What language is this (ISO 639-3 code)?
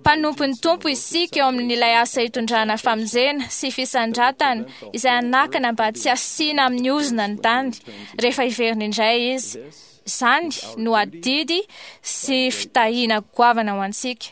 mlg